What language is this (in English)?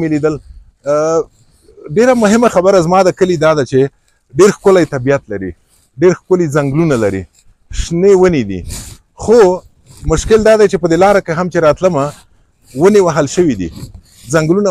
Pashto